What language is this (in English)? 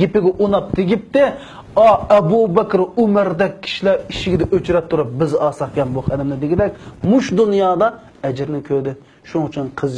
Uyghur